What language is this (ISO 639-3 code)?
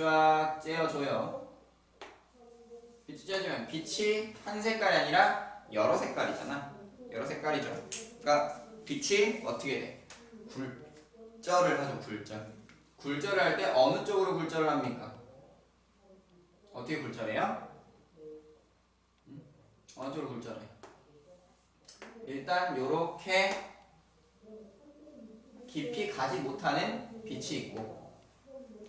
kor